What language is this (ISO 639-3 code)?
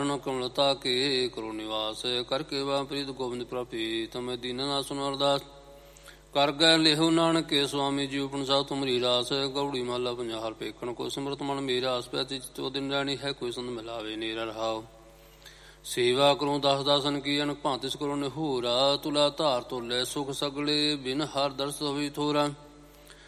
pan